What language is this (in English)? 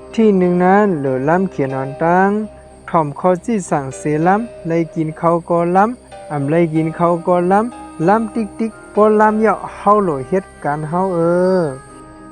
Shan